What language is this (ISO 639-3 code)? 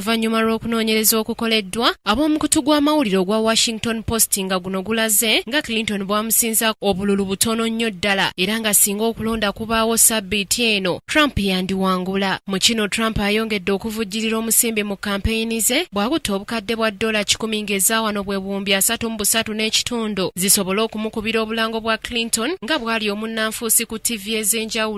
lug